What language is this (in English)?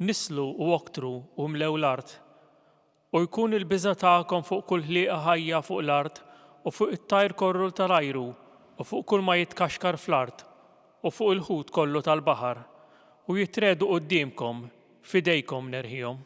Maltese